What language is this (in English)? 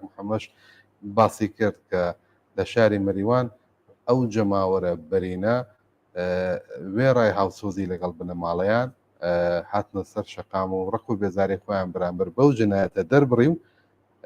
Central Kurdish